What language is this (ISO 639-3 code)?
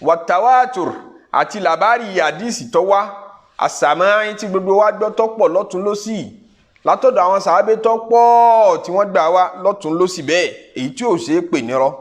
yor